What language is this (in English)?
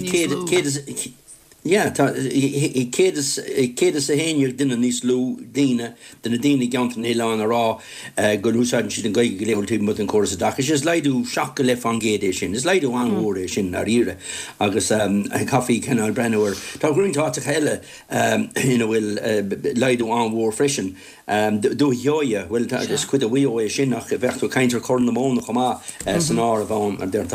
Irish